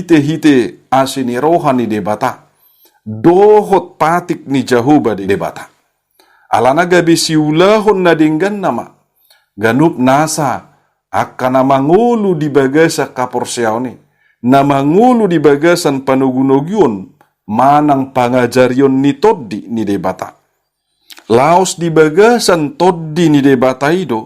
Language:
Batak Toba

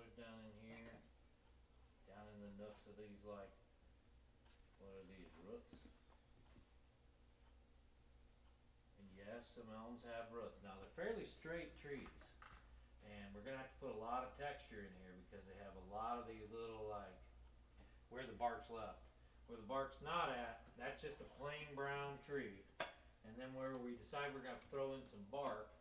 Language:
English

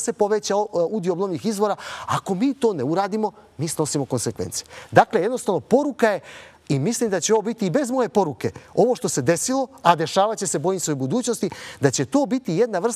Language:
Serbian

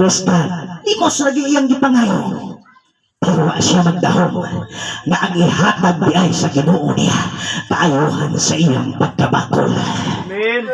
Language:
Cebuano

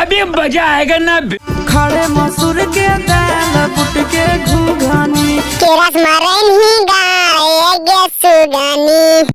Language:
Magahi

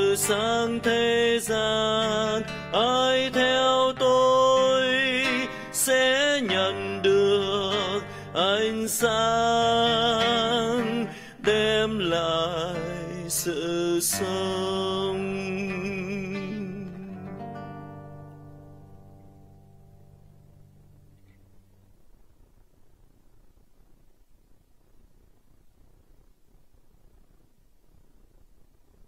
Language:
Vietnamese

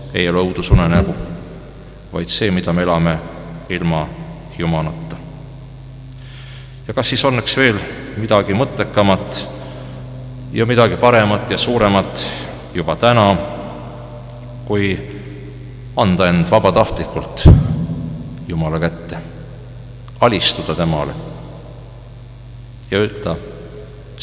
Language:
Estonian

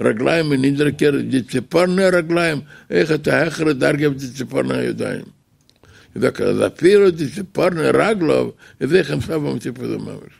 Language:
Yiddish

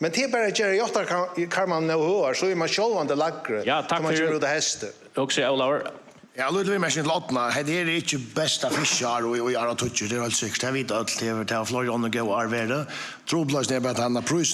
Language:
Faroese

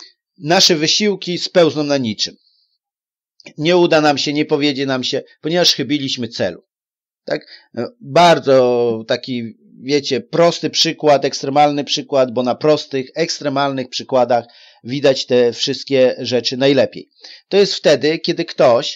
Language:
Polish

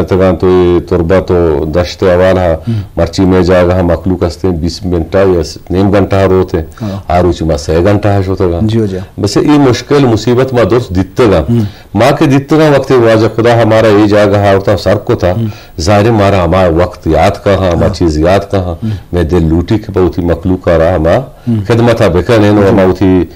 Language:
Eastern Balochi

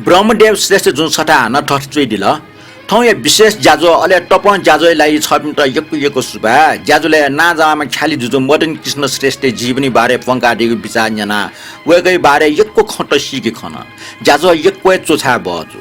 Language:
Newari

